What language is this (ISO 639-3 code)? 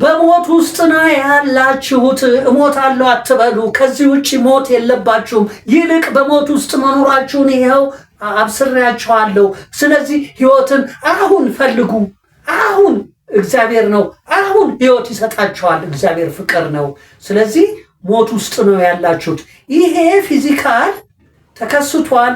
amh